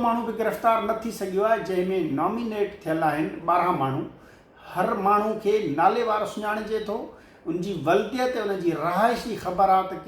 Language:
Sindhi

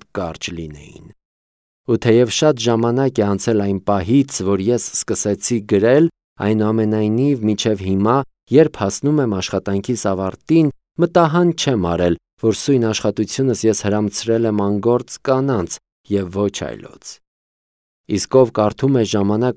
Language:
Armenian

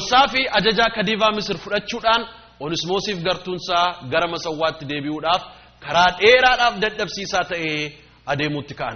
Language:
Oromo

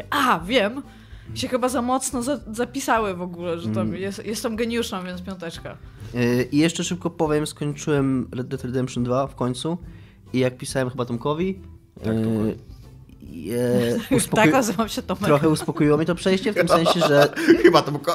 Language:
Polish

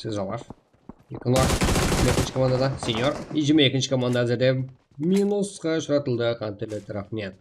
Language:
Kara-Kalpak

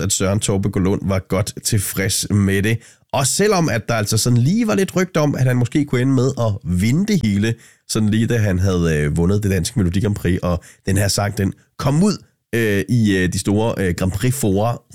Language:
Danish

